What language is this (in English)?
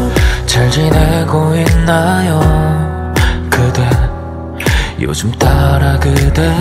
Korean